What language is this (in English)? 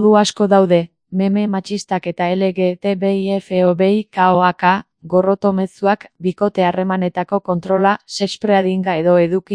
Basque